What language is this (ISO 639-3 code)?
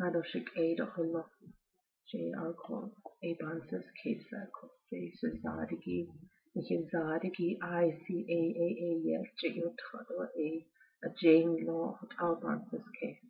nav